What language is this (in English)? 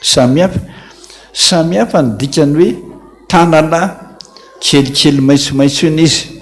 Malagasy